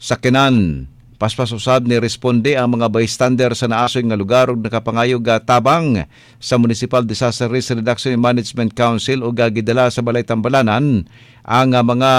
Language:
Cebuano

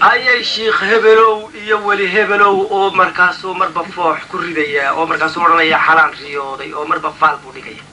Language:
Somali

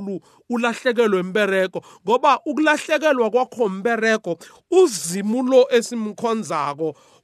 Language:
South Ndebele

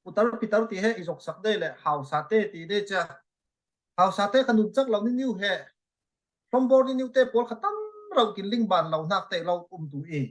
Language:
Falam Chin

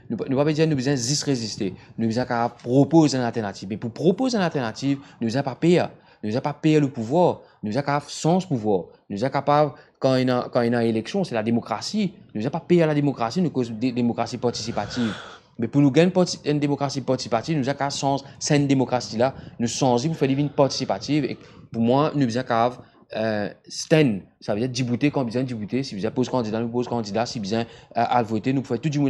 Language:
Morisyen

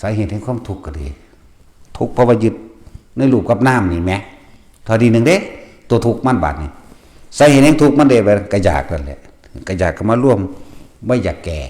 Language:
Northeastern Thai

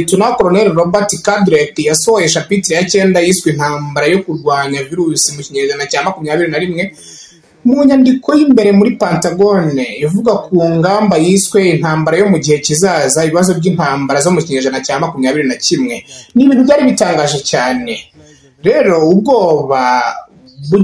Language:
Kinyarwanda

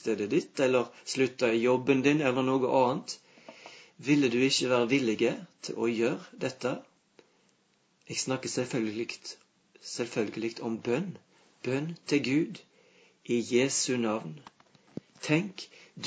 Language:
Norwegian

